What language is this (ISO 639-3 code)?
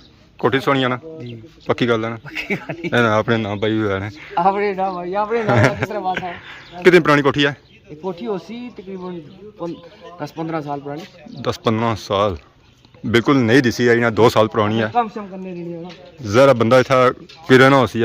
phr